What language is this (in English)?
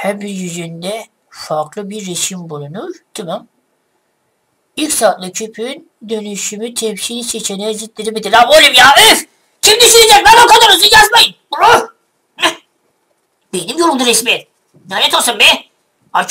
Turkish